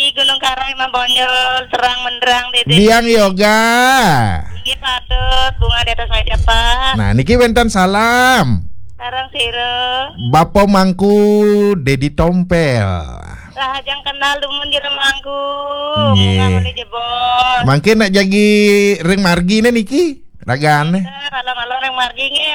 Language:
Balinese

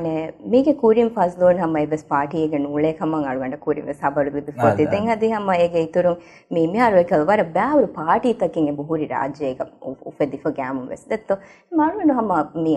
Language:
Divehi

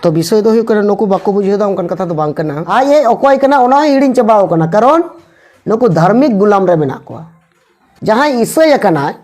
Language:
Santali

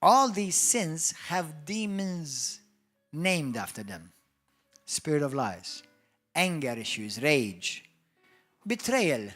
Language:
English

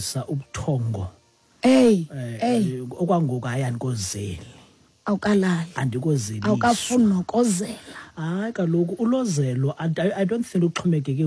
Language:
Xhosa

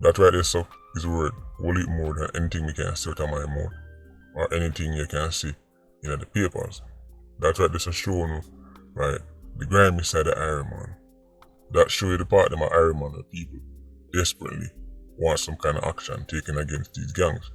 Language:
Jamaican Creole English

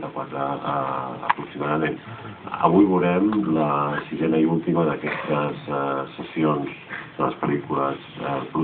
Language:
Catalan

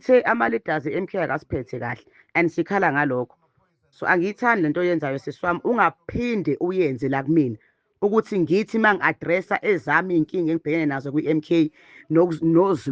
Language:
Zulu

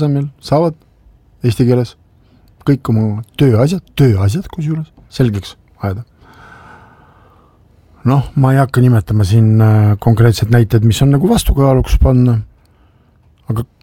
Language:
Estonian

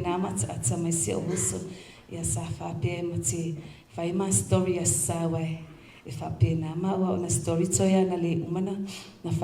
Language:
Samoan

